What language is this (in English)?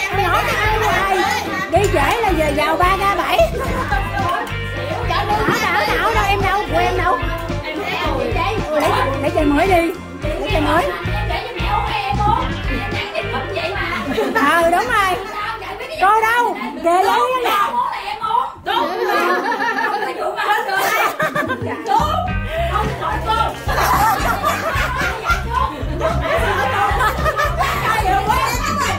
Vietnamese